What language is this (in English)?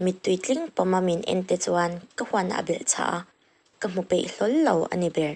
Mizo